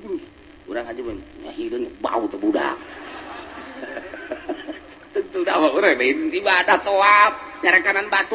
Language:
Sundanese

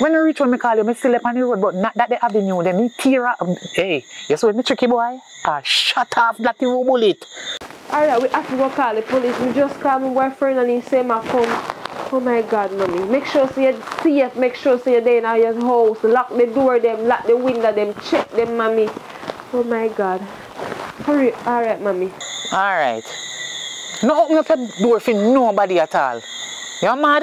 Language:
Jamaican Creole English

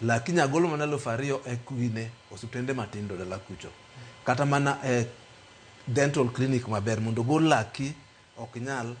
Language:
Luo (Kenya and Tanzania)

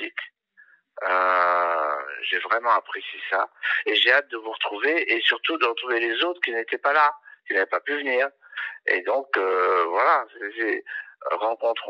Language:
French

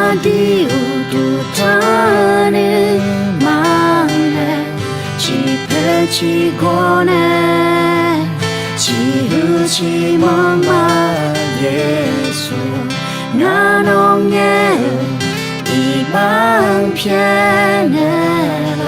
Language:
Akha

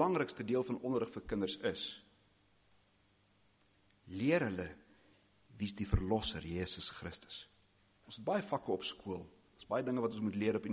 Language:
Afrikaans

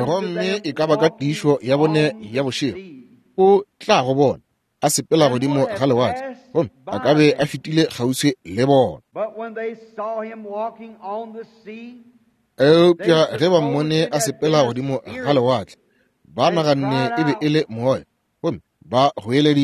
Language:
Northern Sotho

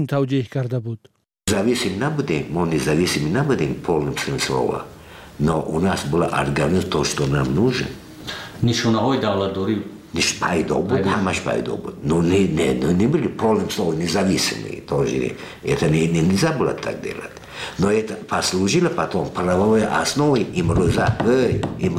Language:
Tajik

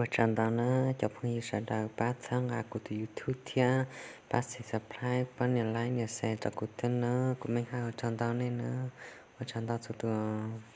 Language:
Hmong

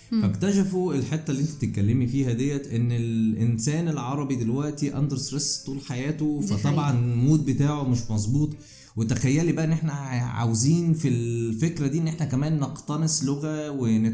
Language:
Egyptian Arabic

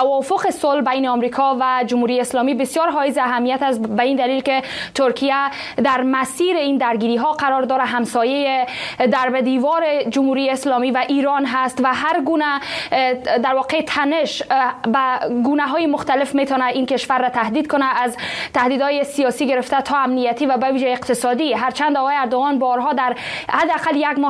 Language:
Persian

